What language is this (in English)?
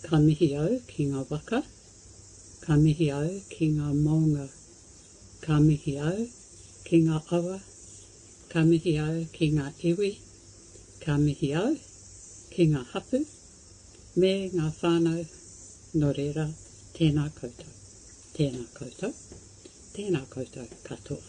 Māori